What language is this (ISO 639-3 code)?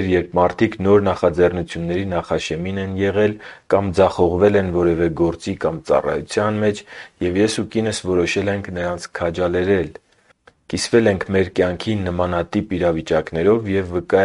hye